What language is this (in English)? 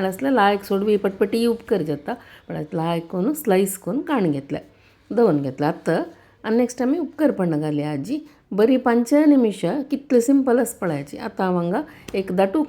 Konkani